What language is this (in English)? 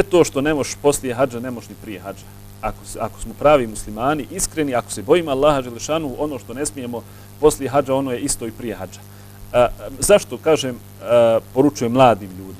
Bosnian